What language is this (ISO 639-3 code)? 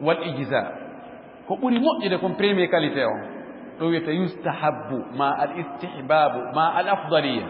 ful